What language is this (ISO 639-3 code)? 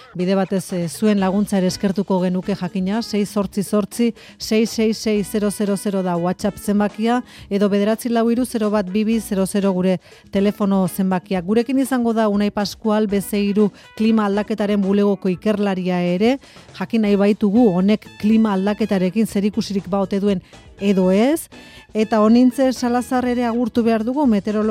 eus